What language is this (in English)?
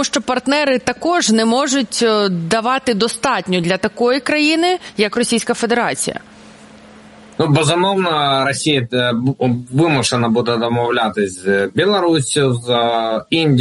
Ukrainian